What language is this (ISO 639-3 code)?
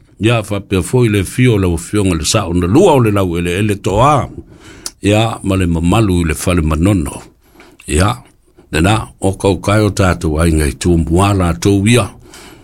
smo